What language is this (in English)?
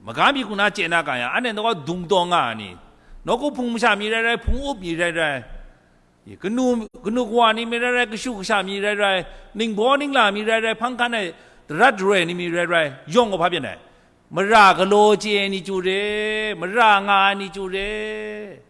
Kachin